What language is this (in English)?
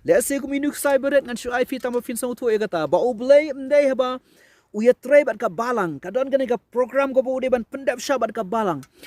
Khasi